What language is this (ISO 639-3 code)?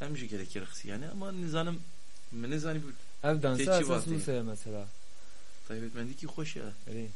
kur